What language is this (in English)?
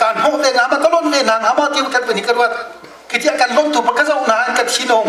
Hakha Chin